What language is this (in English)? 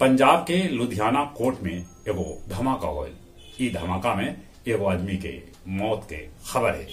Magahi